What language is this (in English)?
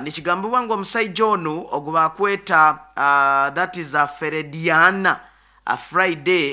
Nyoro